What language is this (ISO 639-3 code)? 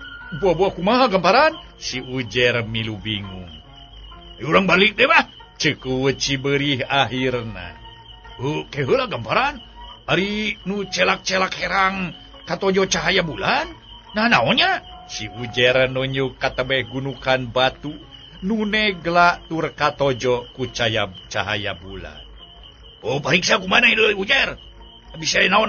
sun